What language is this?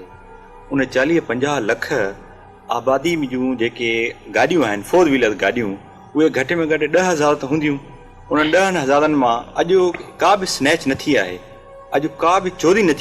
Sindhi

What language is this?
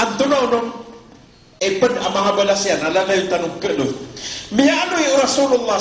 Maranao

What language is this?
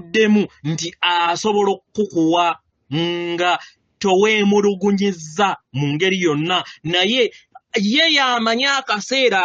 Ganda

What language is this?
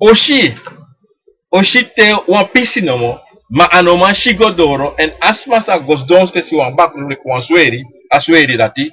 Sranan Tongo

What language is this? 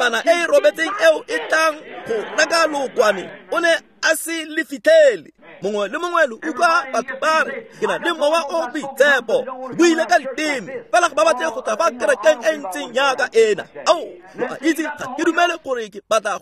Tswana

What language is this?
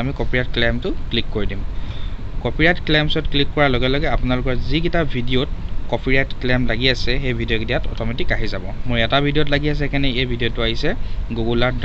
Assamese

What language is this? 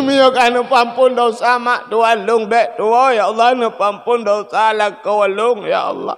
Achinese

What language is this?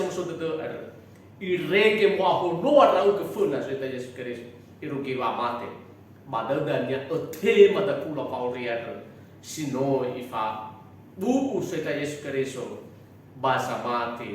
Nias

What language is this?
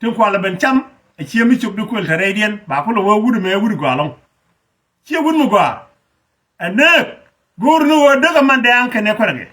Nuer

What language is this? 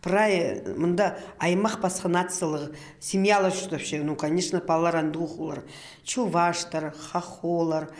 Khakas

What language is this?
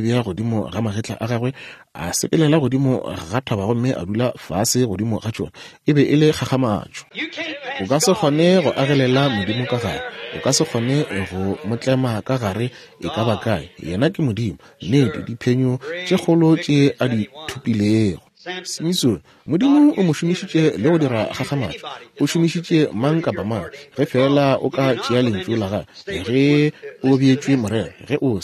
Northern Sotho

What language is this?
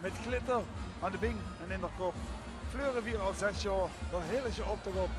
Limburgish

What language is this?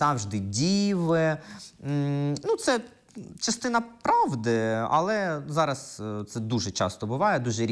Ukrainian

